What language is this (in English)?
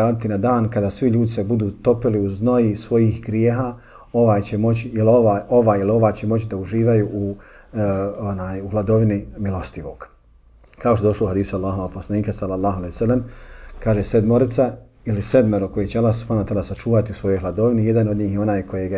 Bosnian